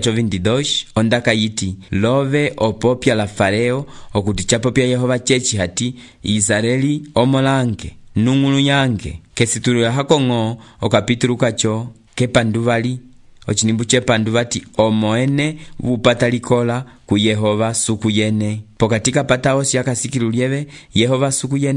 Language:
Umbundu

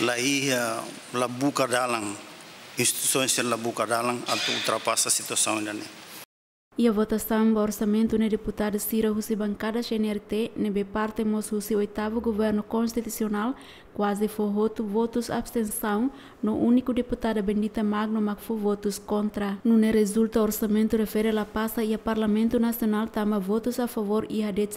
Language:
Tetum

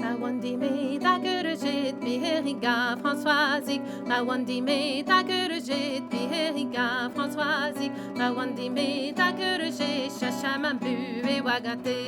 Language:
Breton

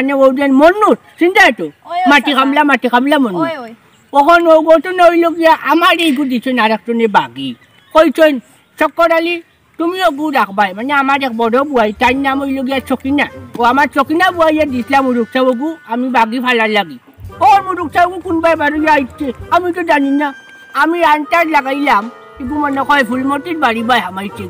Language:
Sylheti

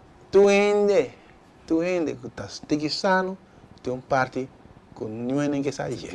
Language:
Papiamento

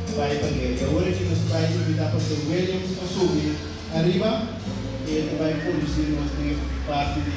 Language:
Papiamento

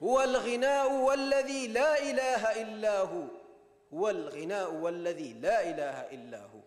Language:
Divehi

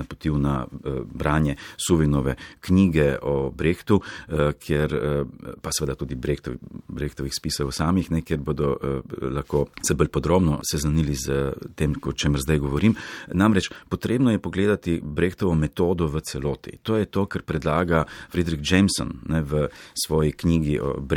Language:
Slovenian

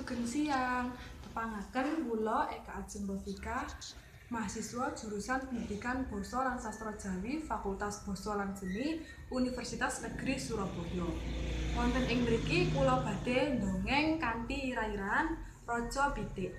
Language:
Javanese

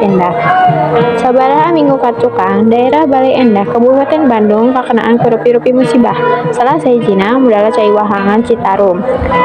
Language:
Sundanese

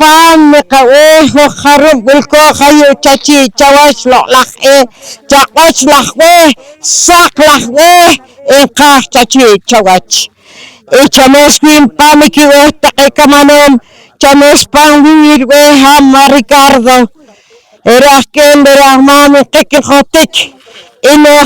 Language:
Poqomchi'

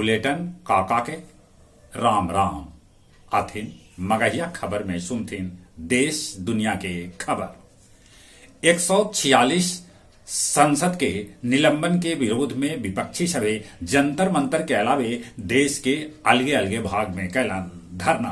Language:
Magahi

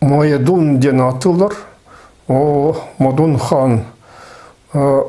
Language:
Yakut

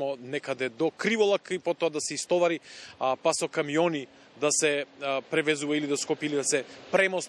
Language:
Macedonian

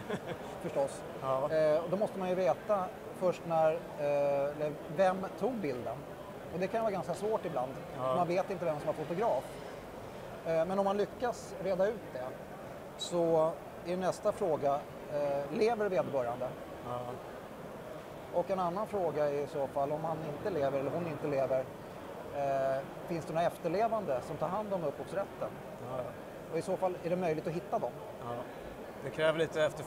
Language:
Swedish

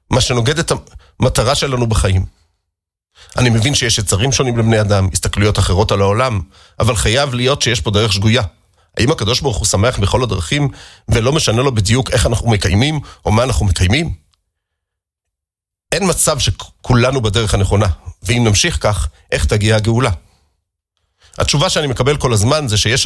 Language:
Hebrew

